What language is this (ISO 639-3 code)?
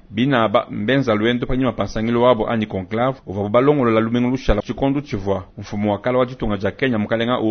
lua